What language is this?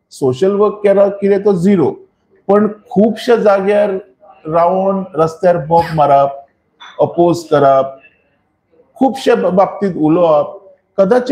Konkani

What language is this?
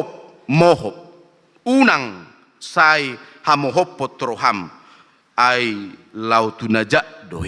Batak Toba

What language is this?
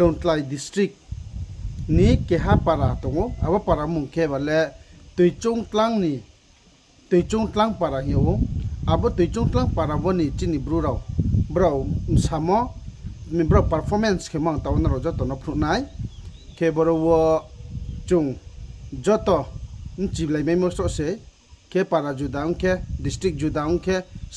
Riang (India)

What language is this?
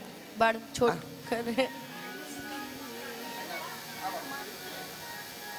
Bhojpuri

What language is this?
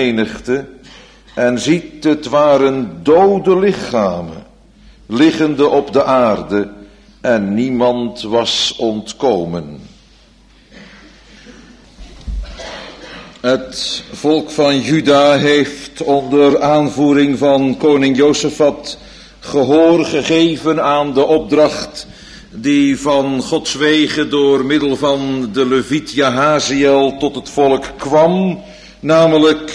Dutch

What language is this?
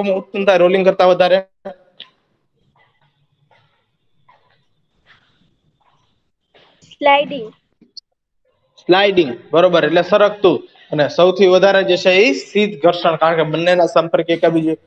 Gujarati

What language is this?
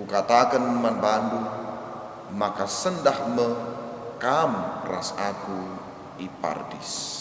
Batak Karo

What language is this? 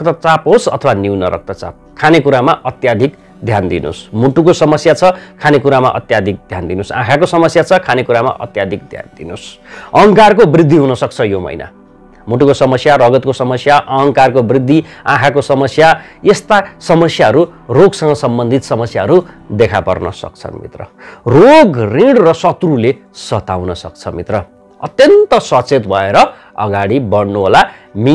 Nepali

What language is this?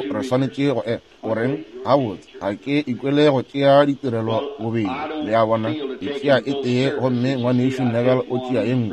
Northern Sotho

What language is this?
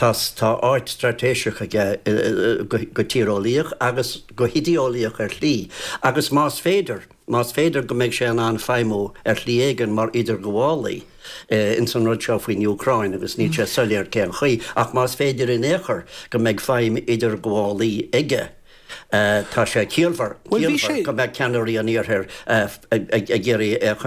Irish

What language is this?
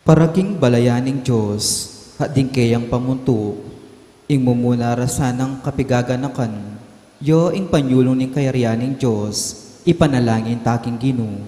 Pampanga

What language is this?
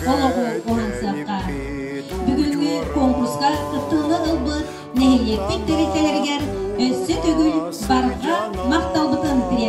Yakut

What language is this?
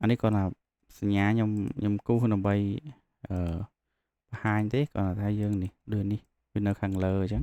Khmer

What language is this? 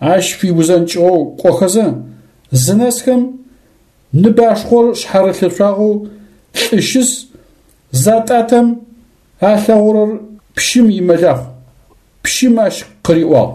Adyghe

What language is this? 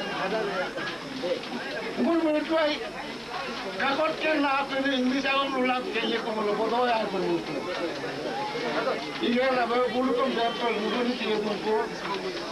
Malay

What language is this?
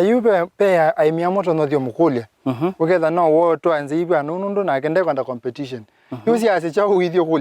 Kamba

